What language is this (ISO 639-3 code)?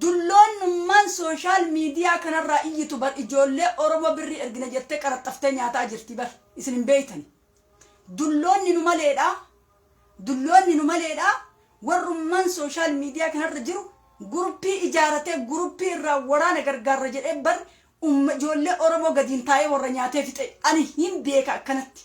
orm